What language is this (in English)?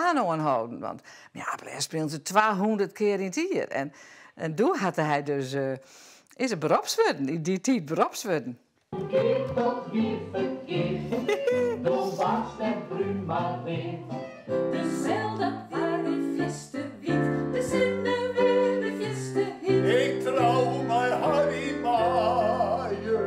Western Frisian